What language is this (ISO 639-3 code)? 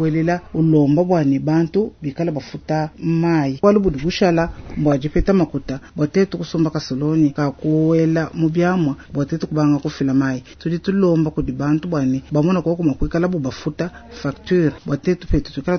lua